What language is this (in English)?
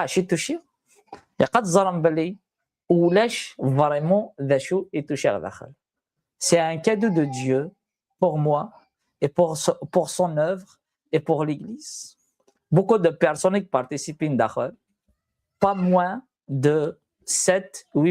Kabyle